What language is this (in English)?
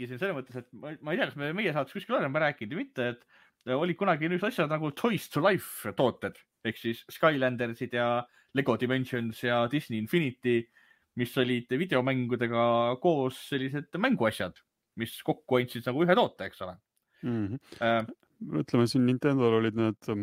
Estonian